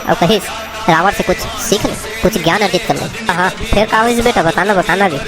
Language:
Chhattisgarhi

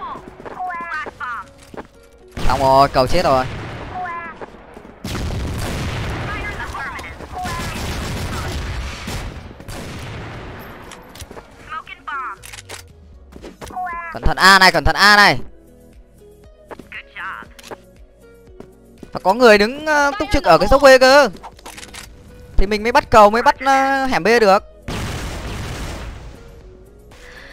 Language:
Vietnamese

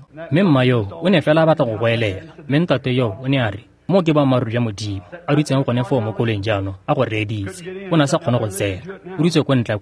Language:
Tswana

